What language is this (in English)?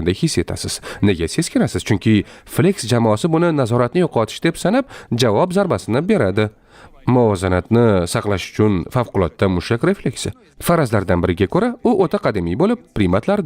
Uzbek